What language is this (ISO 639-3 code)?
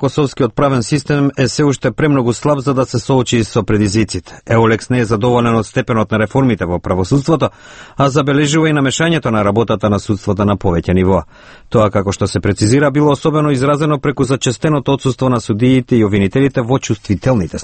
mkd